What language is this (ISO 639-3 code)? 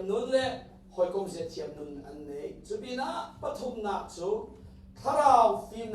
cnh